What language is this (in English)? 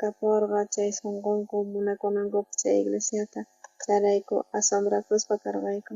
South Bolivian Quechua